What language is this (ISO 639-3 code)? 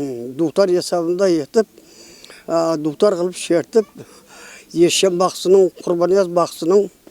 kaa